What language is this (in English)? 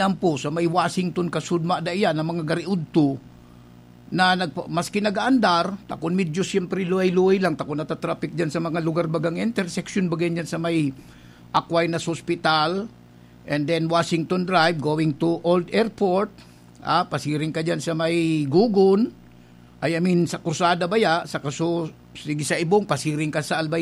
Bikol